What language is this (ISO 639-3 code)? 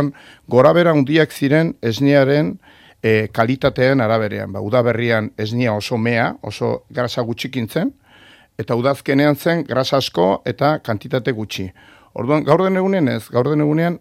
eus